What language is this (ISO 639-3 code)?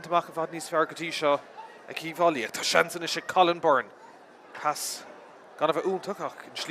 gle